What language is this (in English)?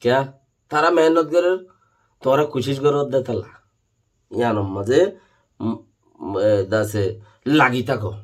Rohingya